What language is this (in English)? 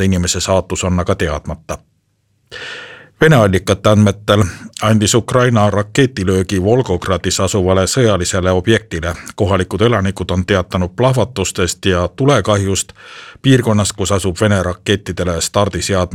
Estonian